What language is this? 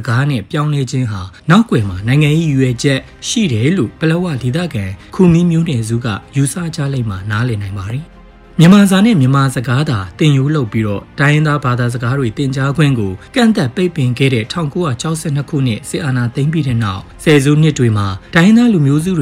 Burmese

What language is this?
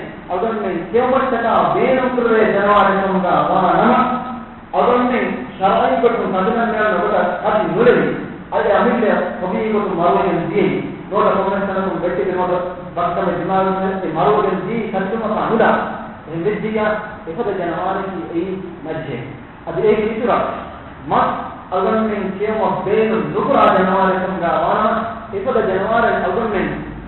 Divehi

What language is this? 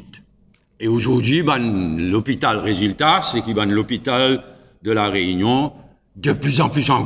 Morisyen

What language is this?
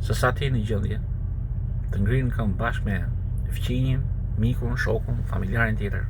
Albanian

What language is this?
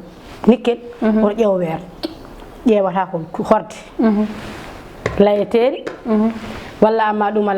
Fula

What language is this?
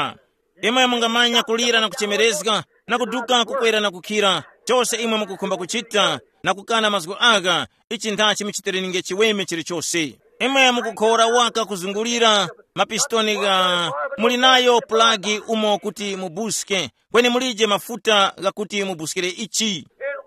Tumbuka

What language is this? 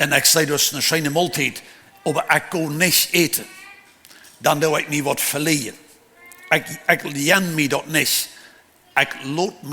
Plautdietsch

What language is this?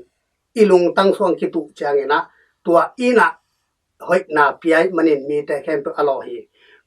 Tedim Chin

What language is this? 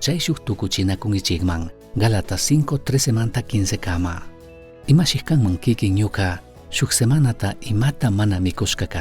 Chimborazo Highland Quichua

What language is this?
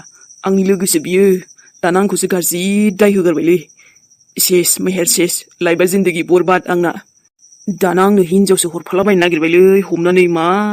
Bodo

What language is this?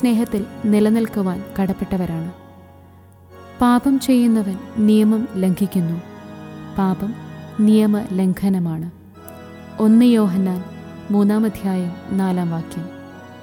Malayalam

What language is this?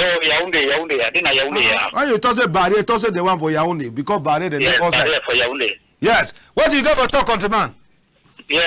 Cameroon Pidgin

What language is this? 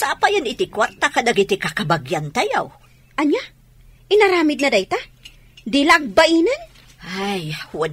Iloko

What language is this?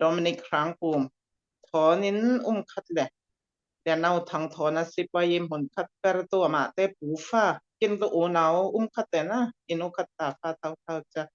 Falam Chin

